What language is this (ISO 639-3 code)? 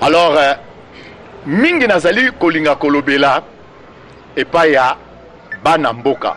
lin